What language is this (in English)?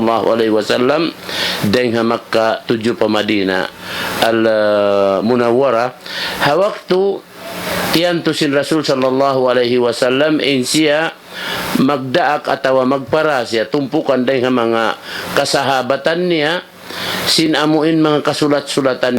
Tausug